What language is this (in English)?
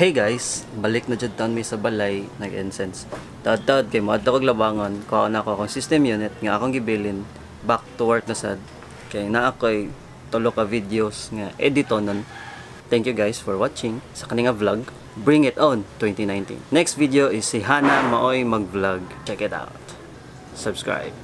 Cebuano